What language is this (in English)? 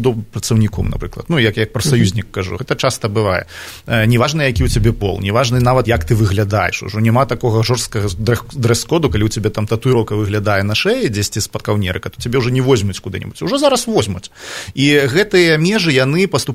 Belarusian